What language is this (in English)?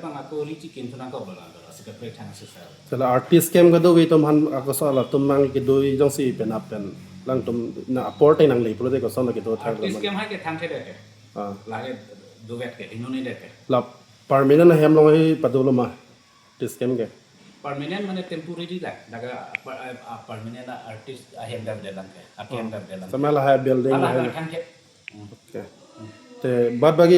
Karbi